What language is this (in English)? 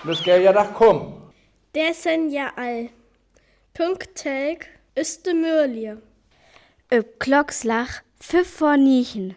Northern Frisian